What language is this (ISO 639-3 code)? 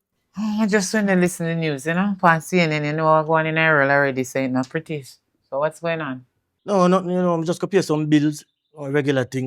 jam